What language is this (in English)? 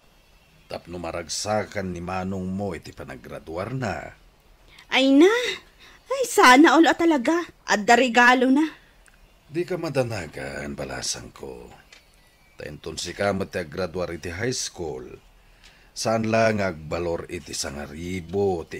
Iloko